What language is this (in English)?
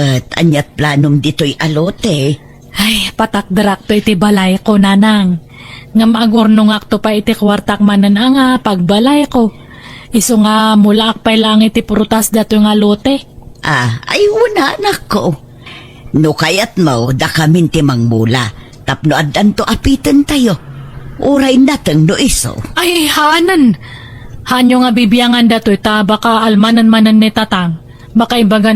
Iloko